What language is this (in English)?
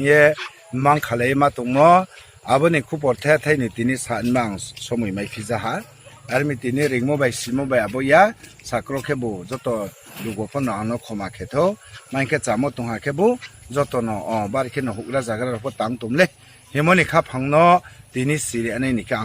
Riang (India)